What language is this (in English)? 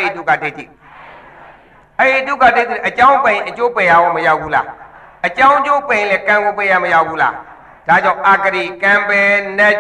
Burmese